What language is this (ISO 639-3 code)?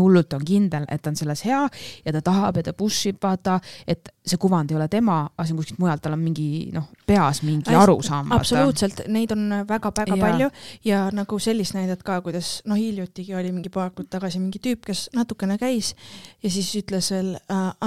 est